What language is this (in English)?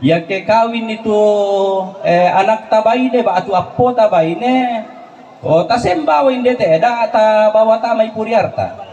Toraja-Sa'dan